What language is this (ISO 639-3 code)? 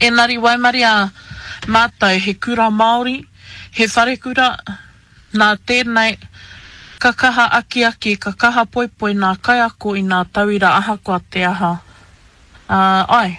mri